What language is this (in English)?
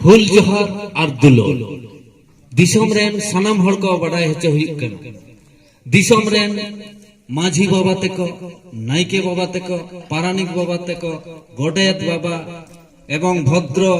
Santali